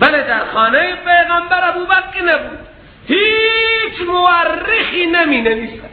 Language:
Persian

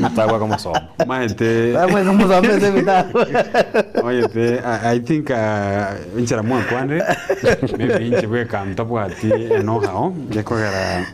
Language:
Gusii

